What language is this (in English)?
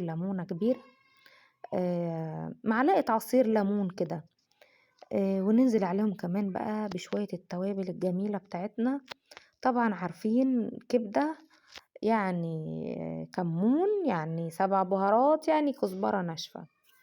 Egyptian Arabic